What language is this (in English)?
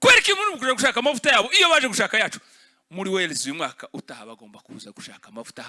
Kinyarwanda